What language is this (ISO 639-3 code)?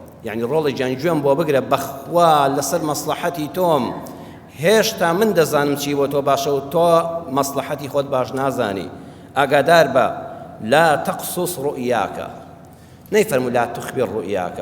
ckb